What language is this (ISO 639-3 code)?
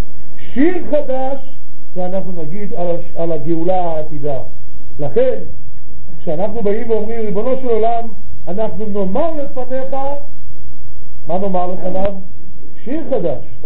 heb